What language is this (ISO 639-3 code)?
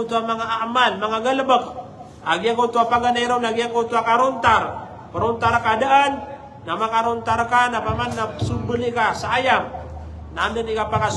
mrw